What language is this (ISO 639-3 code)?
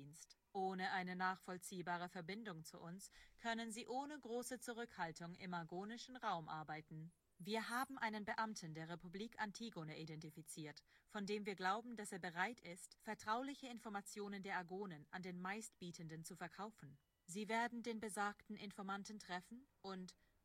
deu